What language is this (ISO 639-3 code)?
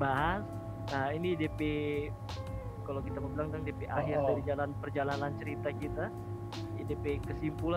xmm